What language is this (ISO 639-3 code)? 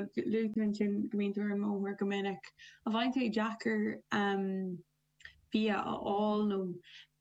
gle